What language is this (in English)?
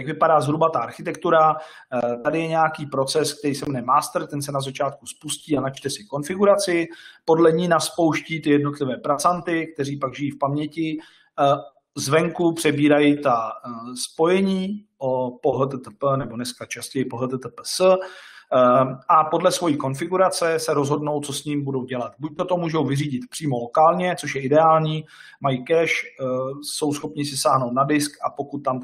Czech